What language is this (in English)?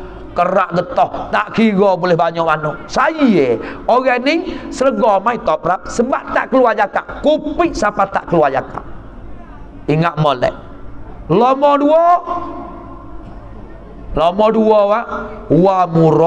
Pattani Malay